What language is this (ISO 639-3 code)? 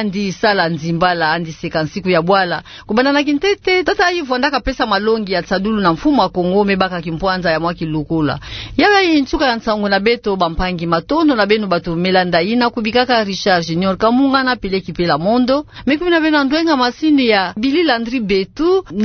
ktu